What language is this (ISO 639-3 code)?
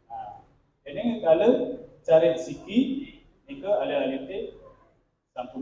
ban